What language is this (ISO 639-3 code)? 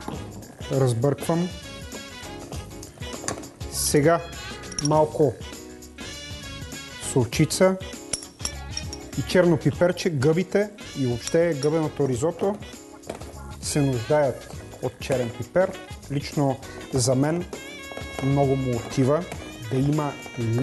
bul